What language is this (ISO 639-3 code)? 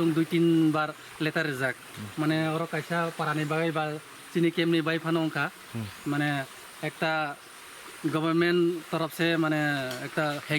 ria